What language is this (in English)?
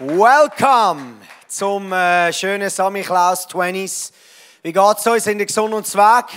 Swiss German